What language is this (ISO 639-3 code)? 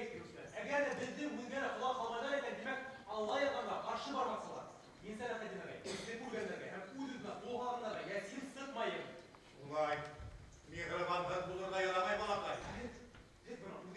bak